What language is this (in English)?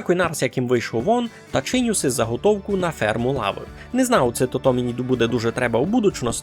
Rusyn